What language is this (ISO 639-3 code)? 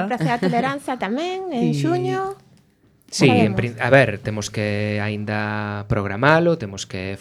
glg